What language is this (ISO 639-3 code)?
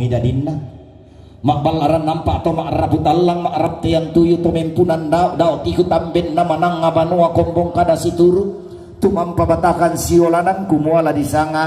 sda